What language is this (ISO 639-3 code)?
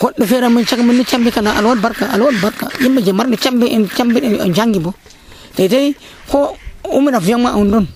fuv